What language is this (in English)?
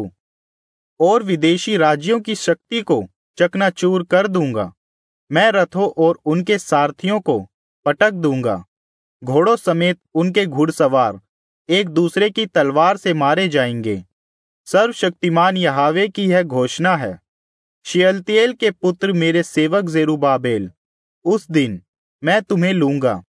Hindi